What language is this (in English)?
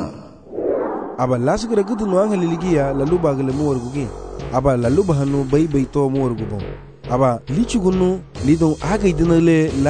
Garifuna